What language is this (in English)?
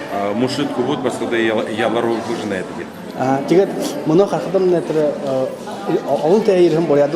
Buriat